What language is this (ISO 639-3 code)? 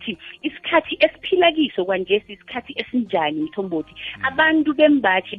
nbl